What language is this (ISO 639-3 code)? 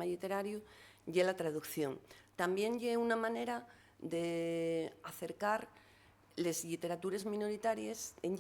ast